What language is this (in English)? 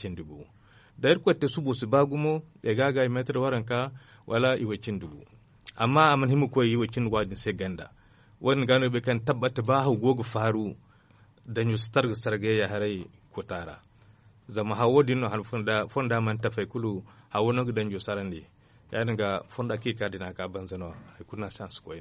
Zarma